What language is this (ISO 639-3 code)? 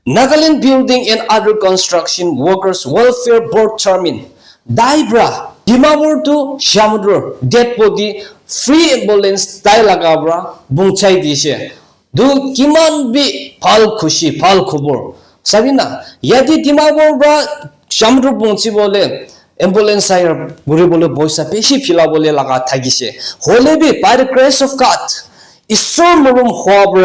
nag